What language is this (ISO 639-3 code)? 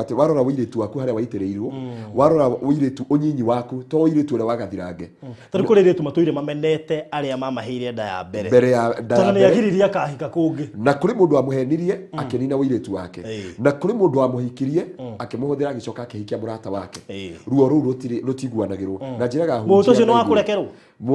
kik